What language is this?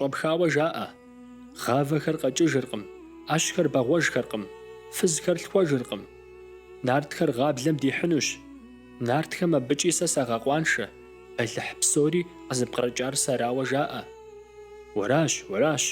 Kabardian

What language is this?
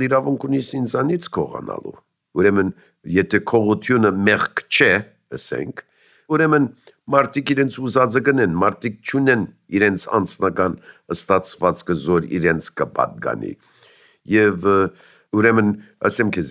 Armenian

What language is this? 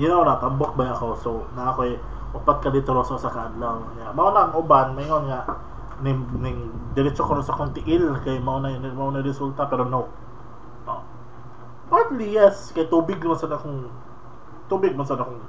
Cebuano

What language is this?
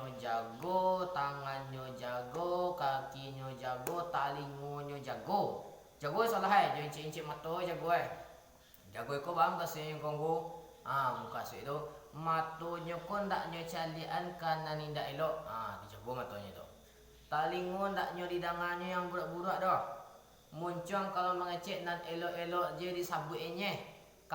Minangkabau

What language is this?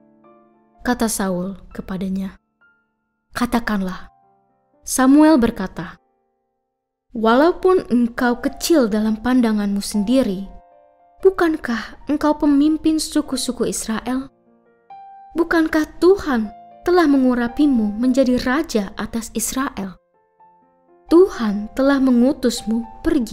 Indonesian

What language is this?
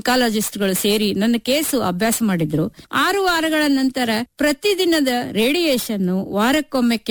Kannada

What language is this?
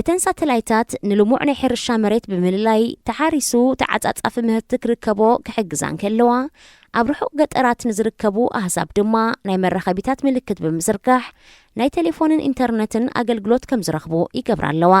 Tigrinya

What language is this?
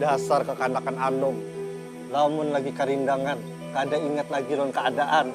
Banjar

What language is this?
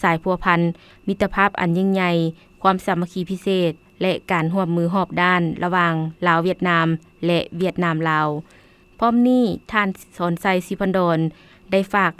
Lao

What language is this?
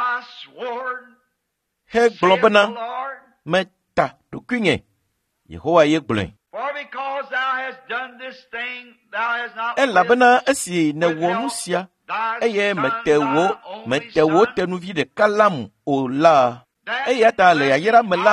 Ewe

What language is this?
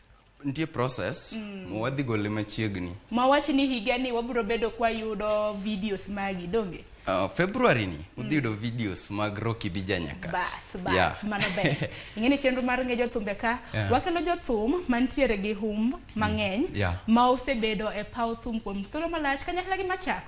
Luo (Kenya and Tanzania)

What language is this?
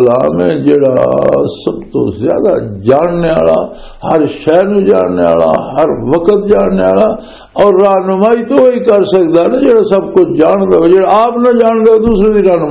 Western Panjabi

